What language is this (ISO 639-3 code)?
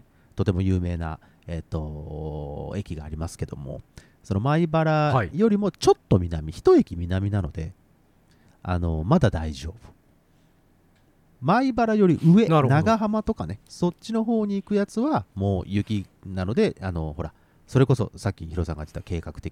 jpn